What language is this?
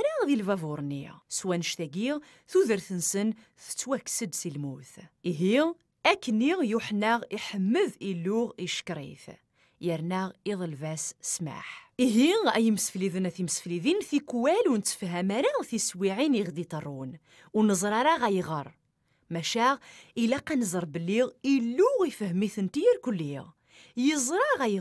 Kabyle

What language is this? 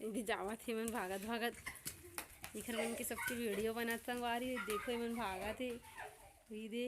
Chhattisgarhi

